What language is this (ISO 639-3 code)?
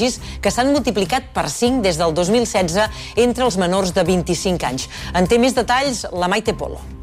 cat